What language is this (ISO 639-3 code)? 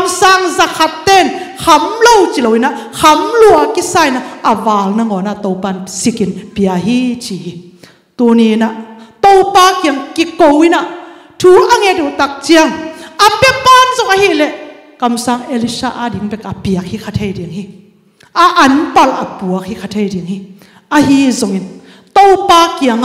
ctd